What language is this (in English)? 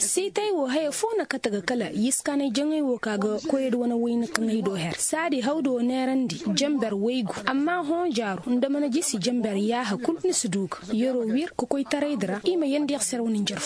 Koyraboro Senni